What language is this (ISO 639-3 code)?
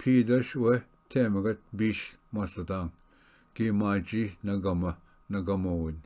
oji